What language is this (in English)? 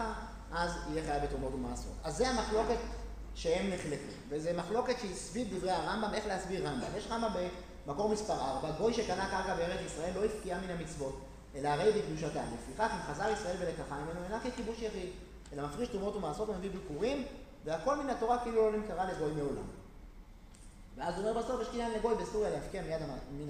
Hebrew